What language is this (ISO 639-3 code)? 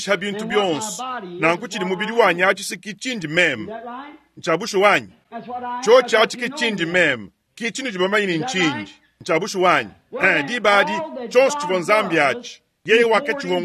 lua